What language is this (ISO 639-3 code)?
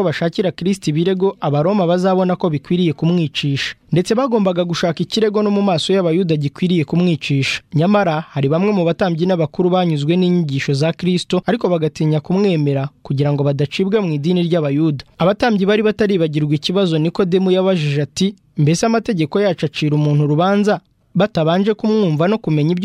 kin